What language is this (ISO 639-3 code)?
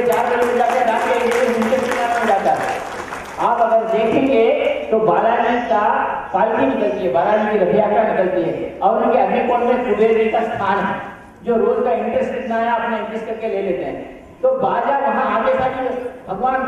hin